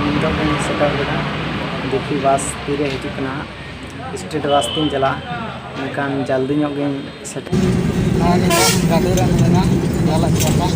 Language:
Santali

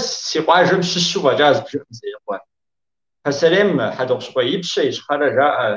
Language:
Kabardian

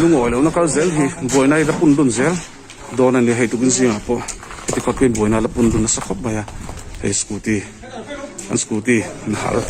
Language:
Mizo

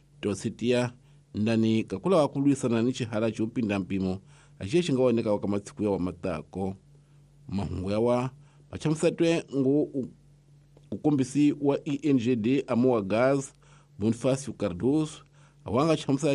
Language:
Tsonga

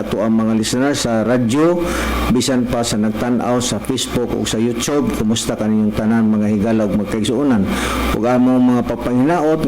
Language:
Cebuano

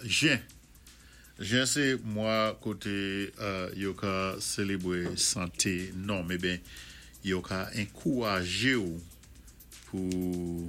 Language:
Saint Lucian Creole French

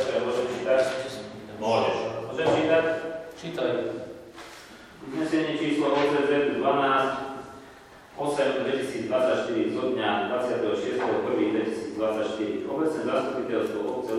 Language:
Slovak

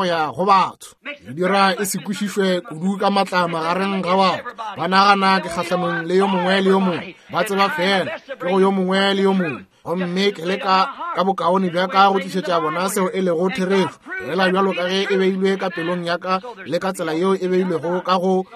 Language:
Northern Sotho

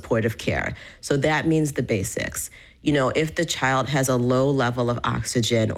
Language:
English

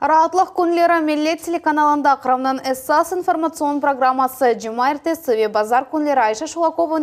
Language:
Crimean Tatar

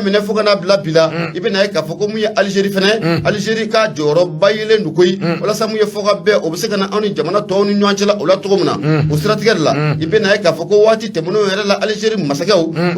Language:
Bambara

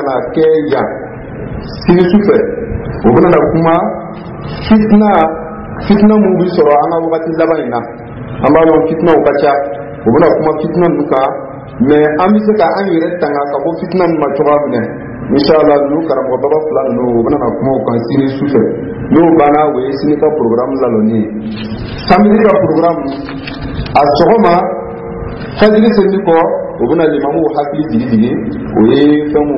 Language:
Dyula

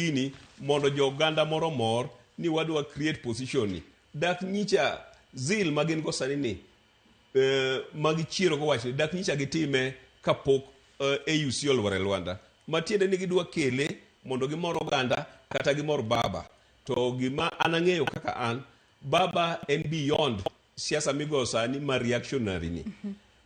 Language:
Luo (Kenya and Tanzania)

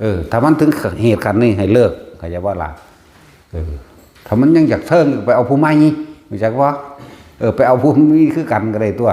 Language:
Northeastern Thai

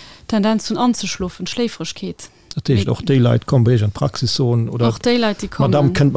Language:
Luxembourgish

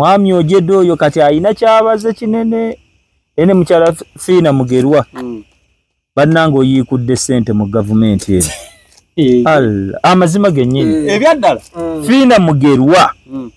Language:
Ganda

